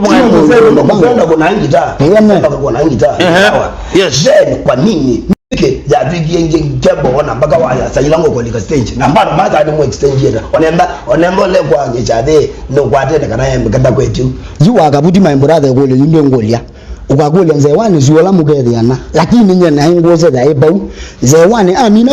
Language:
Kamba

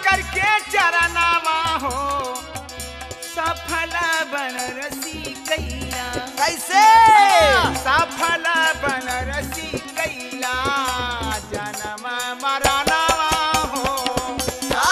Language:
Bhojpuri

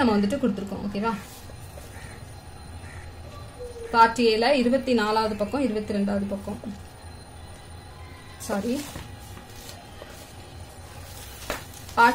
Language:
Tamil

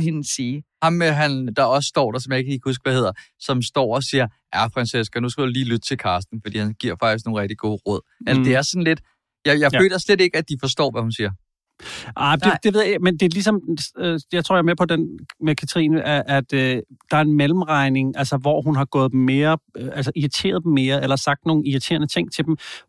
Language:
Danish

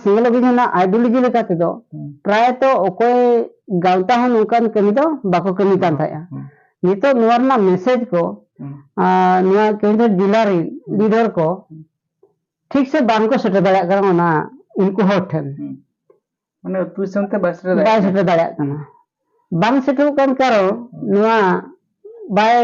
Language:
Santali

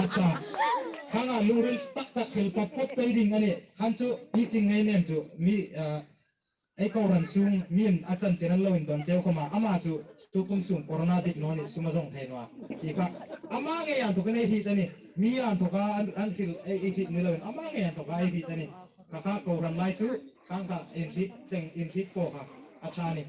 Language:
Hmar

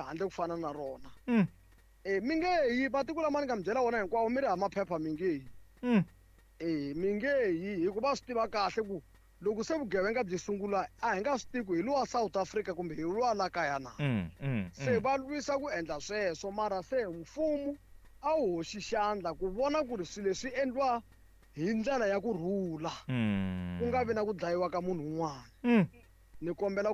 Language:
Tsonga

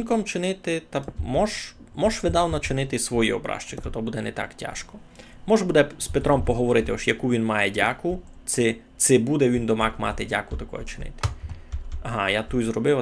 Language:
Rusyn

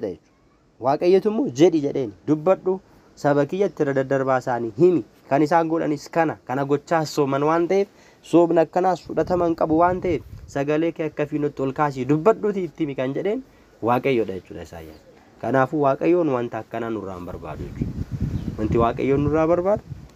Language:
Oromo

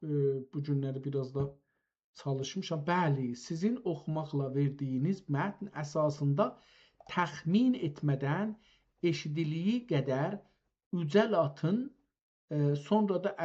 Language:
South Azerbaijani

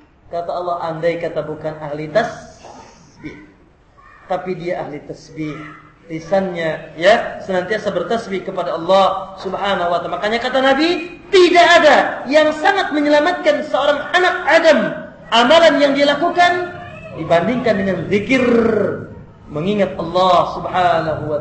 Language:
Indonesian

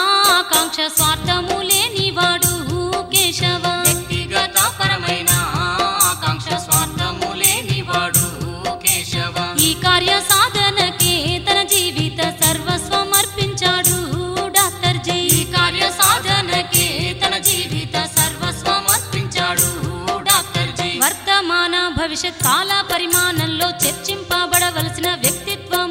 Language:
Telugu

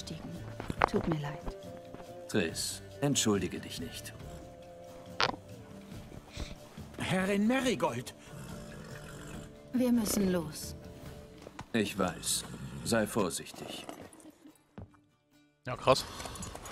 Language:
German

